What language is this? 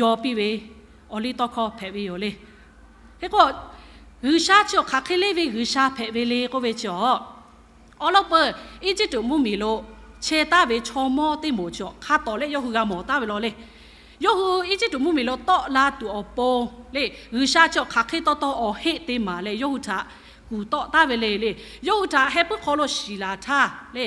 Lahu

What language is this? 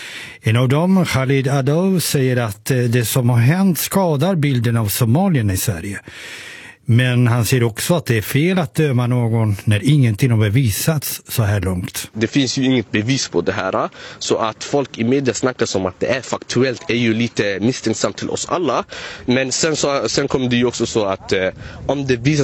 Swedish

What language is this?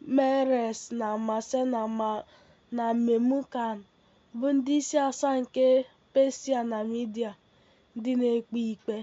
Igbo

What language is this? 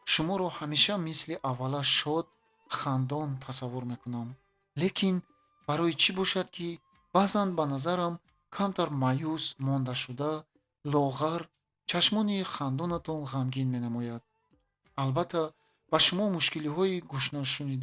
Tajik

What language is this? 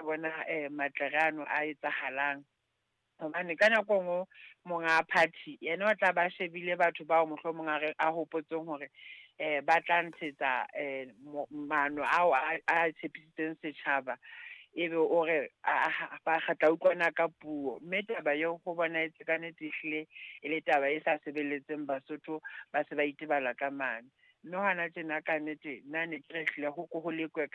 Southern Sotho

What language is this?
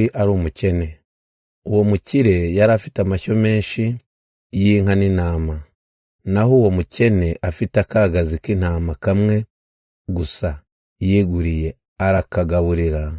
Kinyarwanda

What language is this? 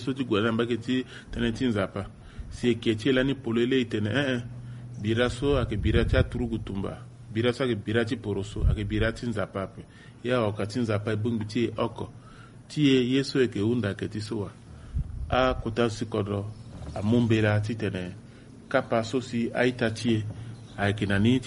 Sango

